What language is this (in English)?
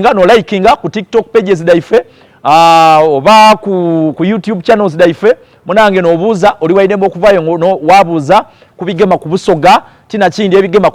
Soga